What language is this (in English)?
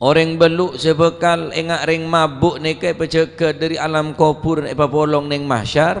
Madurese